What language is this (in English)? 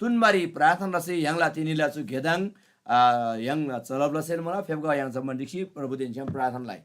Eastern Tamang